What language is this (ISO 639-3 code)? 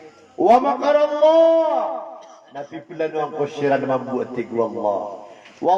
mrw